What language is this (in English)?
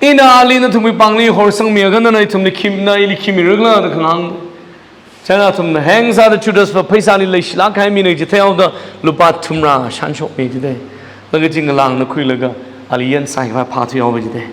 Tangkhul Naga (India)